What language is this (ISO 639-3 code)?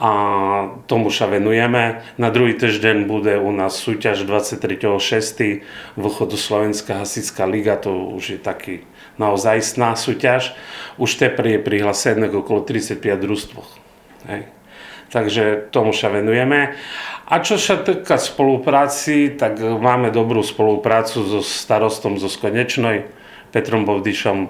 rue